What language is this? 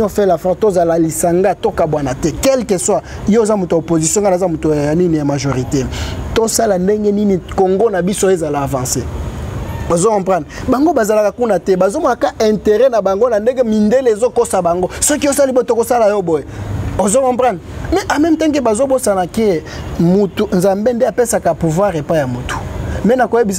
Lingala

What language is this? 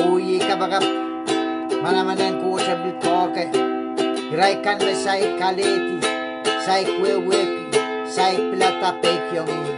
Pohnpeian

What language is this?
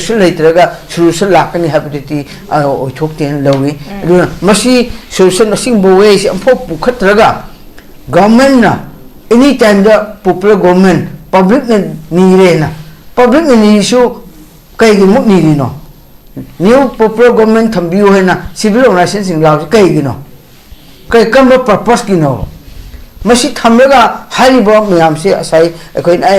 Manipuri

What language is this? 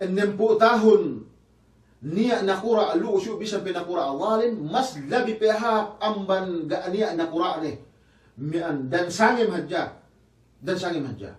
Yakan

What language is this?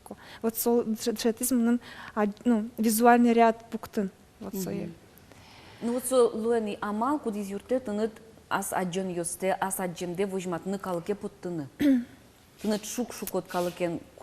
Udmurt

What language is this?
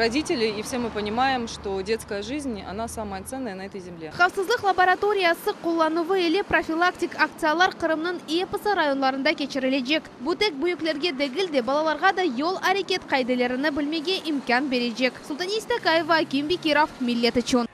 Crimean Tatar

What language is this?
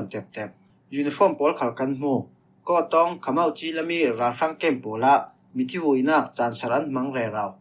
Falam Chin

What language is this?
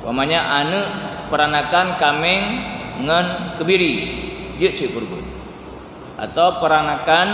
Achinese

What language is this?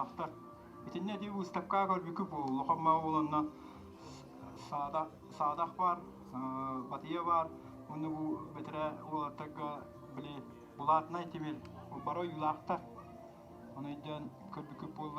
Yakut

